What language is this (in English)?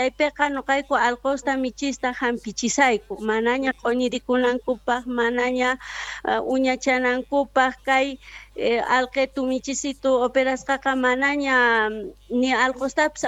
South Bolivian Quechua